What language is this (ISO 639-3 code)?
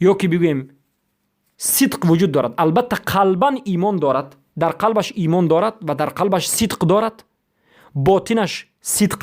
fas